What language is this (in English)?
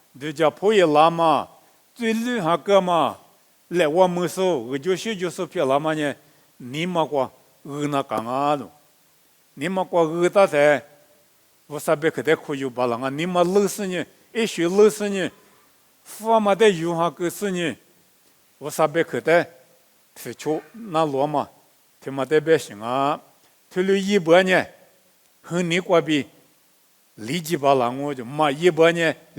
Lisu